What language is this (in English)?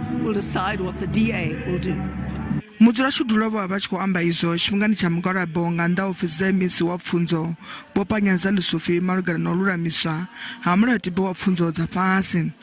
Venda